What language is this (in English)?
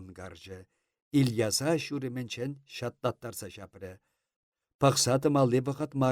Chuvash